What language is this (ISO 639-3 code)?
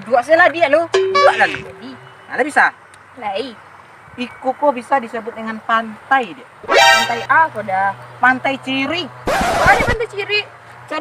min